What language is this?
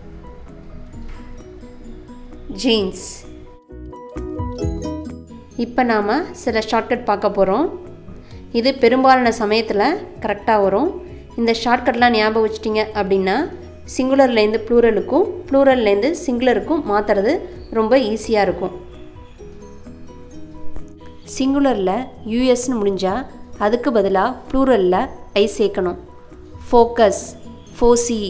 Tamil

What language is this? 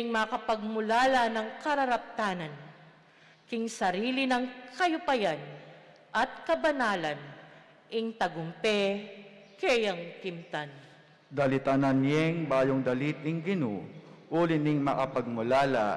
Pampanga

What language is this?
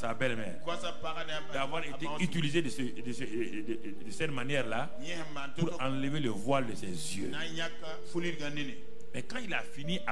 French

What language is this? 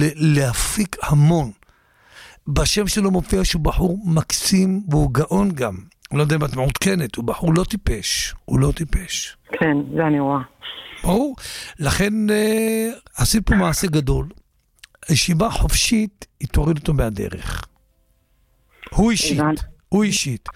Hebrew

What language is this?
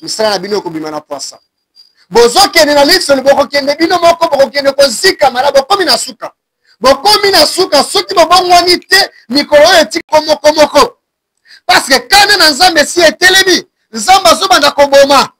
Lingala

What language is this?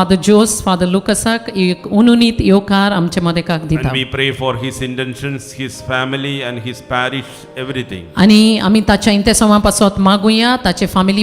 Konkani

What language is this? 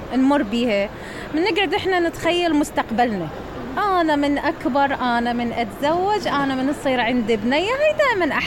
Mesopotamian Arabic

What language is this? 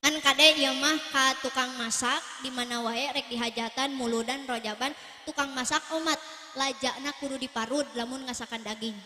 Sundanese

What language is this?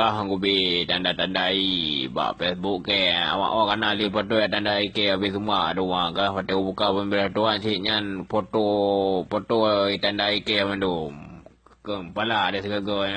Achinese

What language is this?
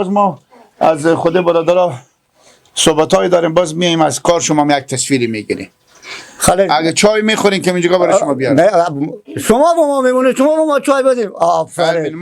Persian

